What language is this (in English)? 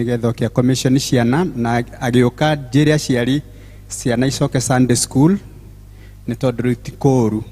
Kikuyu